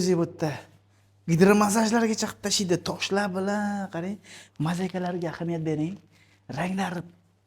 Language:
Uzbek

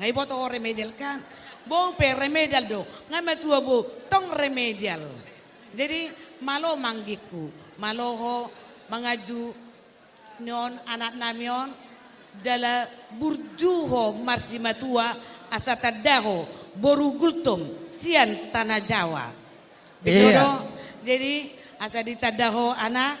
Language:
Batak Toba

